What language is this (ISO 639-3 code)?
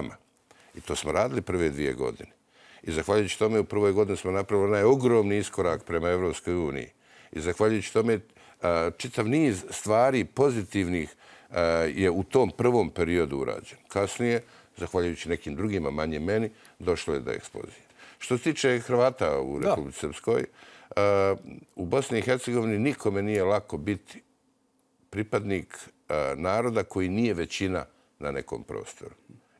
hrv